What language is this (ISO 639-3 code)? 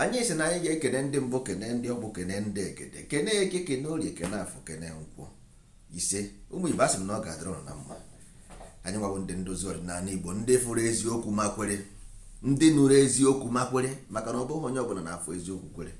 ibo